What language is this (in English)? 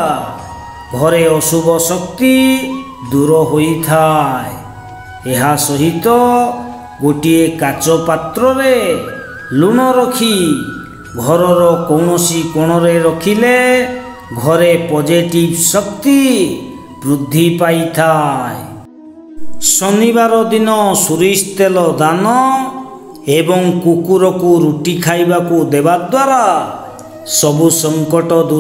Odia